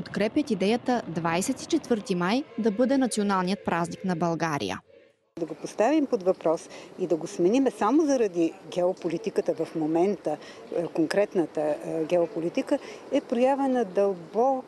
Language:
Bulgarian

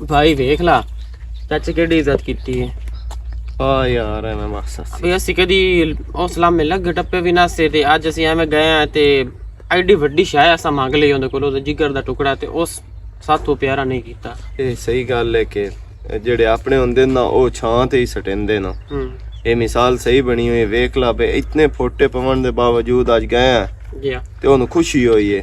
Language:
Western Panjabi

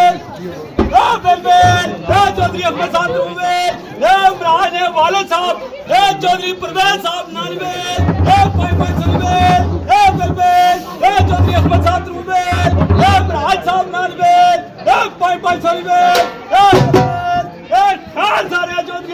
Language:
Pahari-Potwari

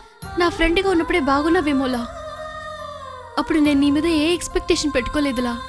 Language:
Telugu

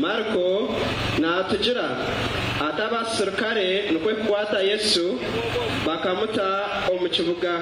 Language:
Nyankole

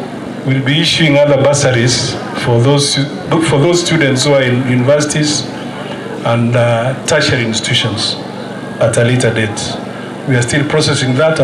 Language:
Gusii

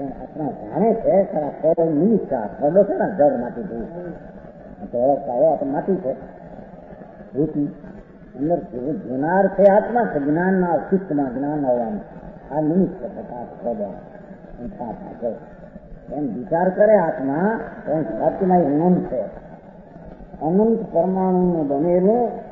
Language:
Gujarati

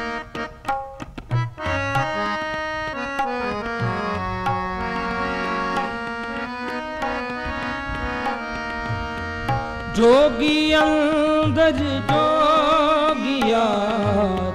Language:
Punjabi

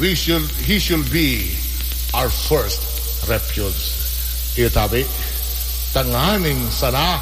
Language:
Bikol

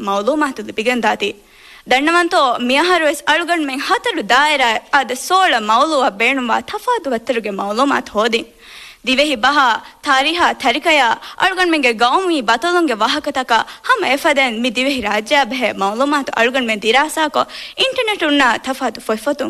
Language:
Divehi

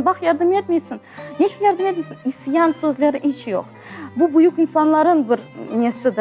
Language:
Crimean Tatar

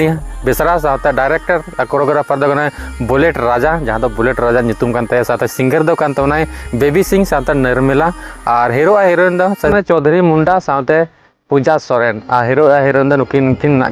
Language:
Santali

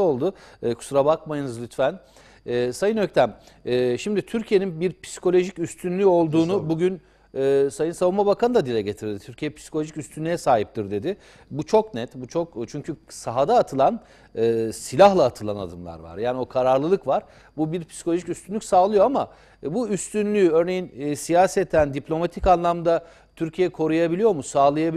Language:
Turkish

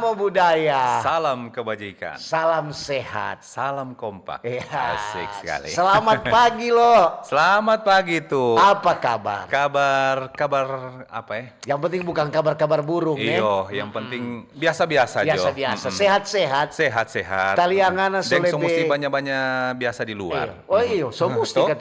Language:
Manado Malay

